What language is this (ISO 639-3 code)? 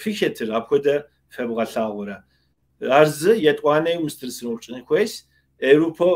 kbd